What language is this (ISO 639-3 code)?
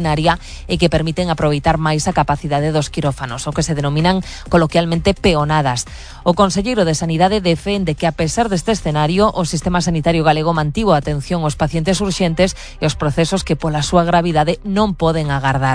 glg